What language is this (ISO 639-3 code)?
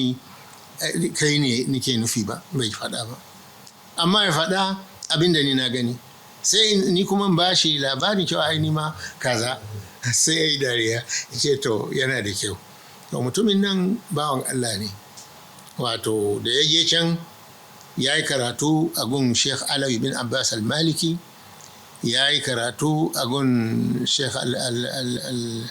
hau